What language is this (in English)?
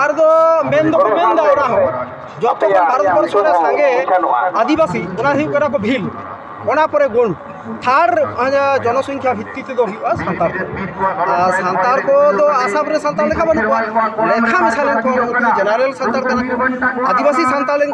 Santali